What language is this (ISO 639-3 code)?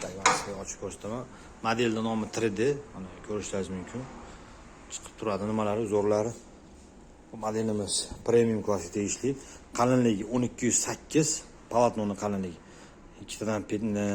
uzb